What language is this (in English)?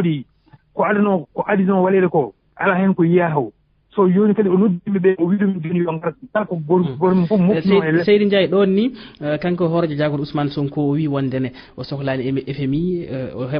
Fula